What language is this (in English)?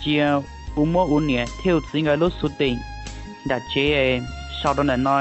Hmong